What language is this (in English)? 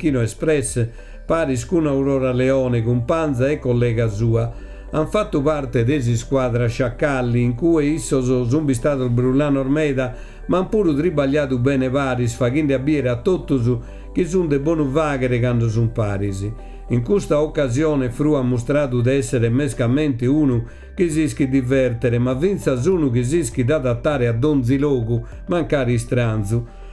Sardinian